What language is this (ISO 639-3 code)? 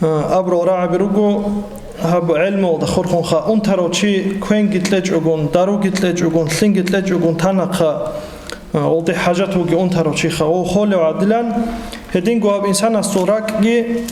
ava